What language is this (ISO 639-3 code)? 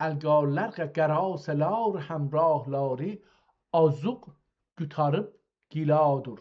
azb